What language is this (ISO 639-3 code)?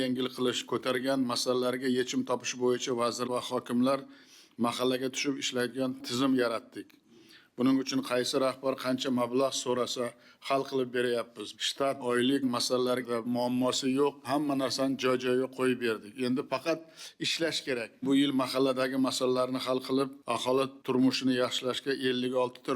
uzb